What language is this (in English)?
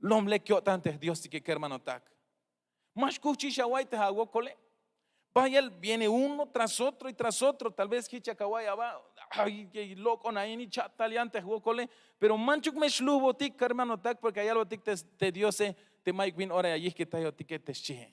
Tzeltal